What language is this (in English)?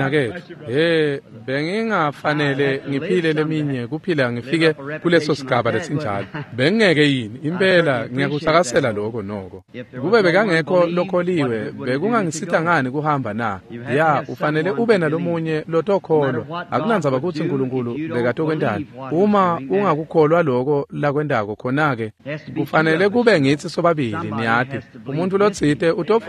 Swati